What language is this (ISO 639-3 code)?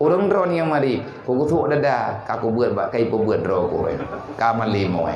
ace